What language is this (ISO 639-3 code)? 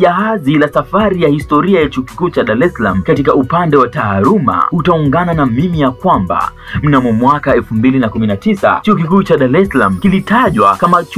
swa